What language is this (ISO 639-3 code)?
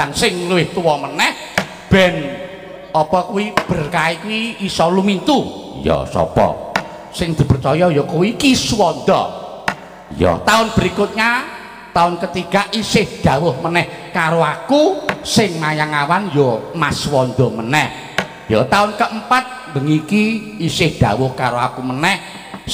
jav